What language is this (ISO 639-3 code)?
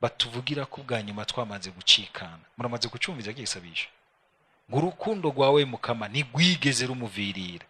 run